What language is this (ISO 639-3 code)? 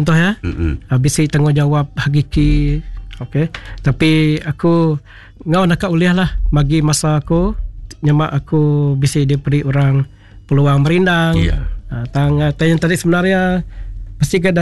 iba